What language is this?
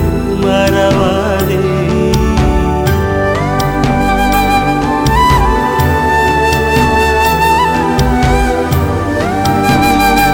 Tamil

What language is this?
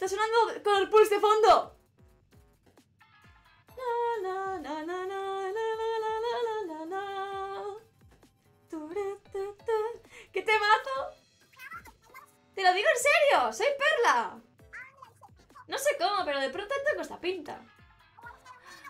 Spanish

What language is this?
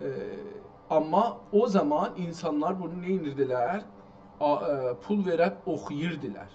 South Azerbaijani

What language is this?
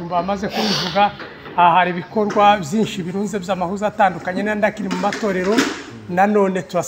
Kinyarwanda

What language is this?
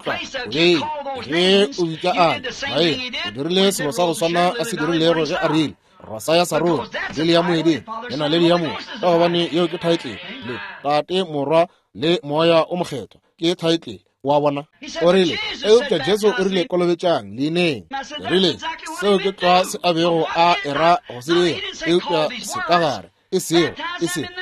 Northern Sotho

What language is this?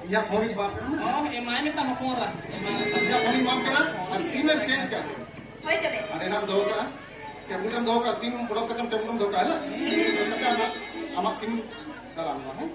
Santali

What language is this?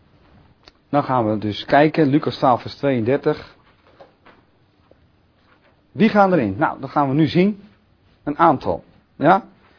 Dutch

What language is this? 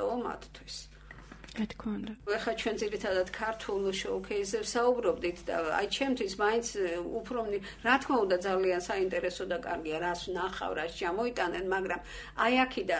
Georgian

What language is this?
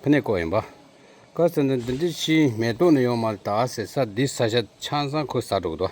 Tibetan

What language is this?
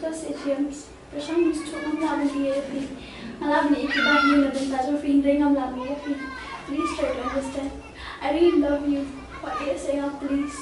Khasi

